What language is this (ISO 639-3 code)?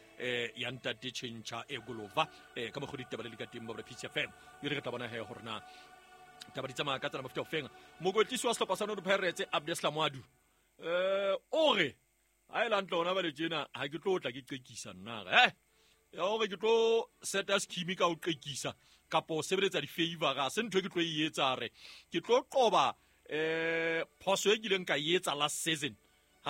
sot